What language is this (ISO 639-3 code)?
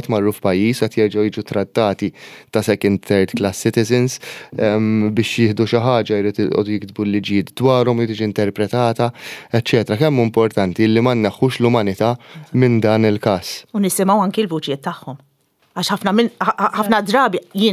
mlt